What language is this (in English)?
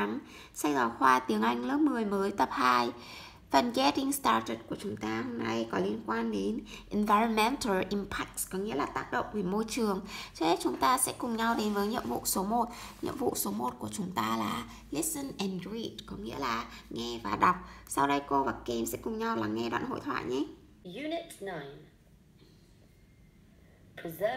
Vietnamese